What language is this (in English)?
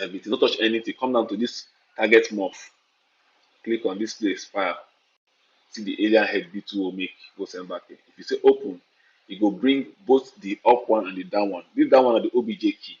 Nigerian Pidgin